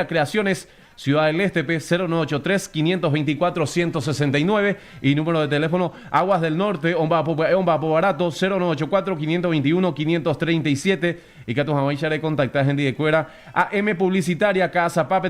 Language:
Guarani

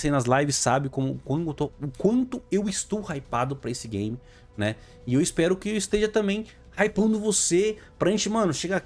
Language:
Portuguese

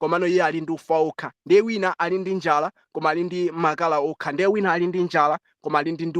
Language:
Nyanja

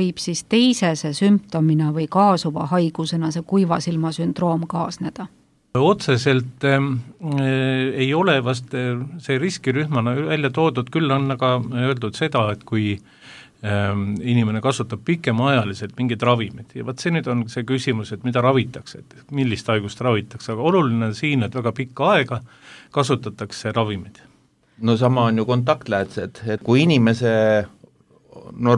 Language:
Estonian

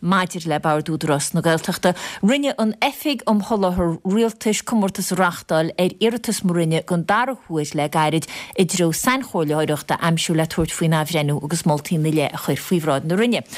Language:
Irish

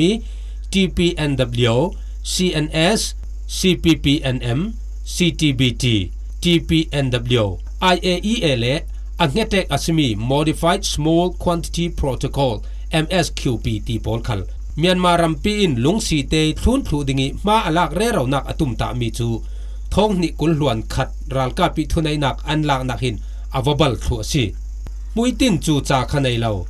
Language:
Falam Chin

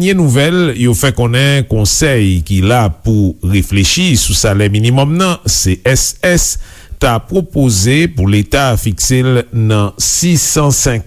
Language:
Haitian Creole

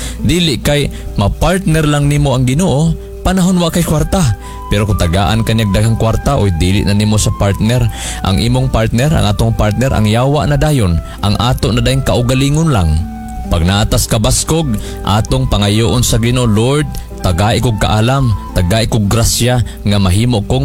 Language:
Cebuano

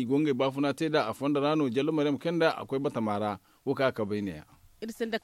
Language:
Zarma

